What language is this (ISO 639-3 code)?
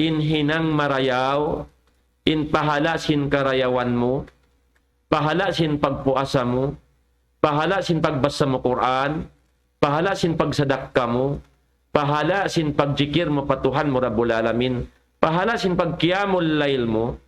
tsg